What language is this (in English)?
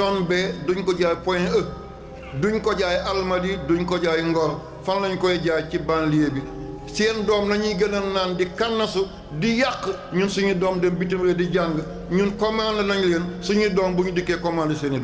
Wolof